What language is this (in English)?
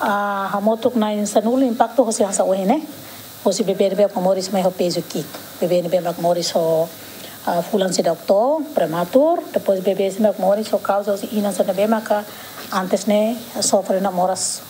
Tetum